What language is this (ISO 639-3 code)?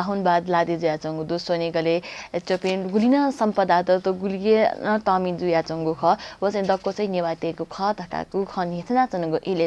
new